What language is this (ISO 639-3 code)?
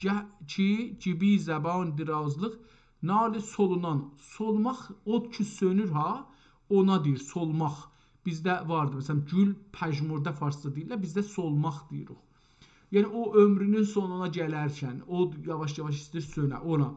azb